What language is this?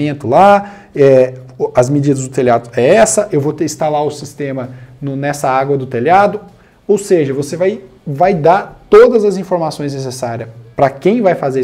Portuguese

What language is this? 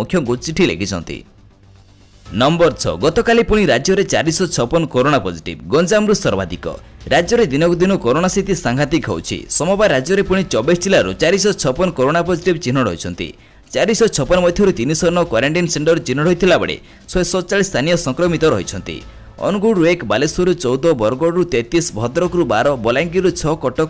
Odia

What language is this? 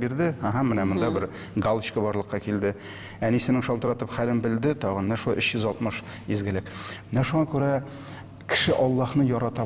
Tatar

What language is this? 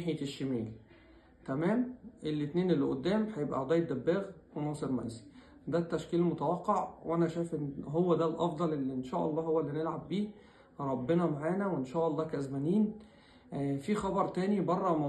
Egyptian Arabic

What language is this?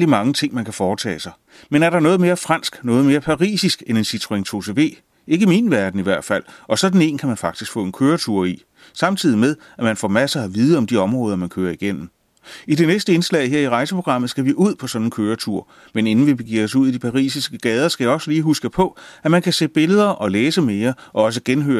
Danish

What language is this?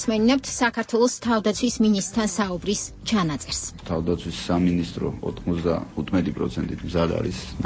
Georgian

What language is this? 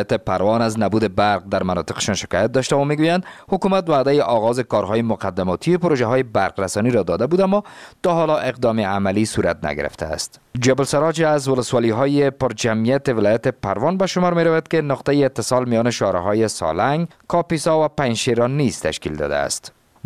Persian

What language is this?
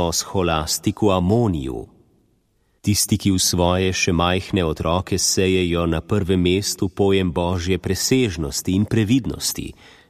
Slovenian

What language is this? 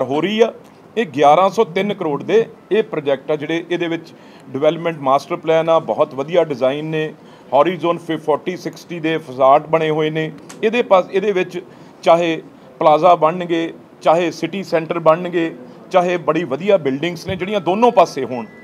Punjabi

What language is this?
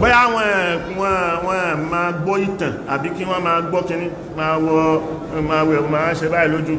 Yoruba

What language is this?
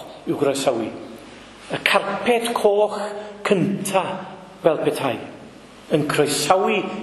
Welsh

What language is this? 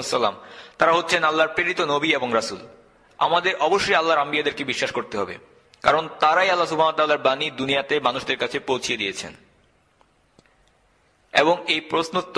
Bangla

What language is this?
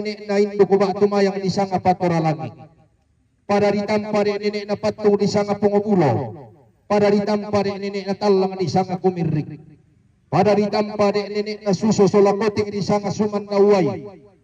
Toraja-Sa'dan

